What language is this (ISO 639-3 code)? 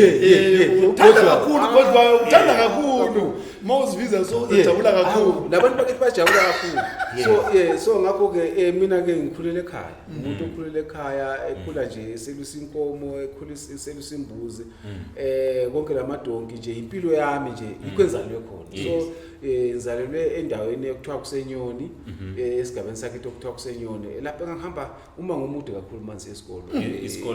zul